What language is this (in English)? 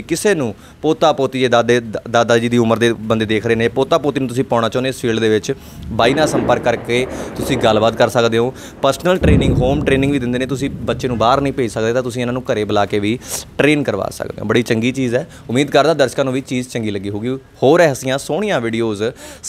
Punjabi